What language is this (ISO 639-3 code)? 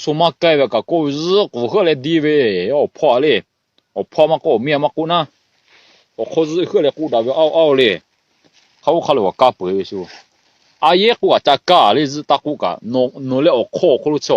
lhu